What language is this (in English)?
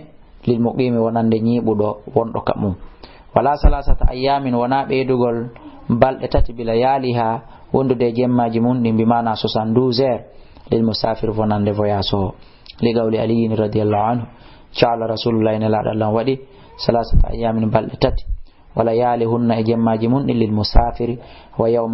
Fula